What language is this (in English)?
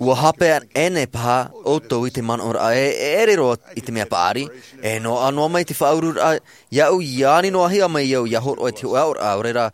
Tahitian